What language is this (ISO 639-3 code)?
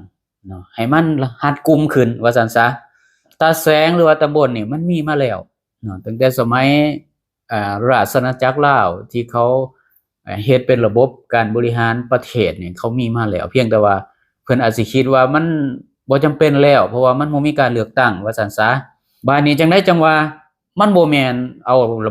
lao